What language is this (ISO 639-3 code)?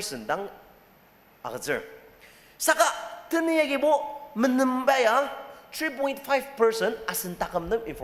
njo